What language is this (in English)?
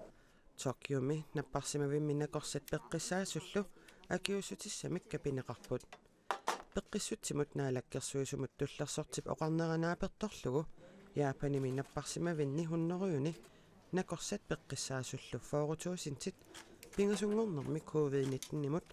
Kalaallisut